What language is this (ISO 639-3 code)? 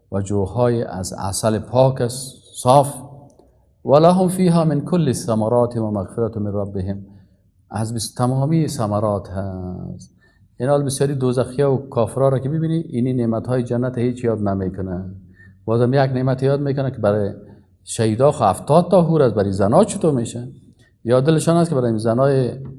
fas